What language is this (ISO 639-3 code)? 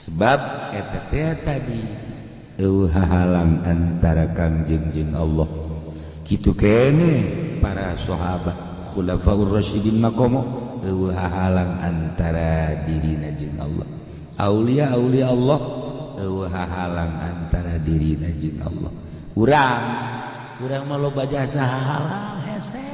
sun